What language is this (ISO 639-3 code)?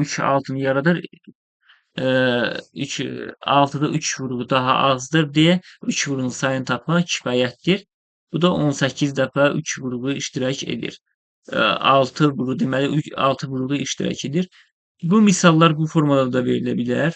aze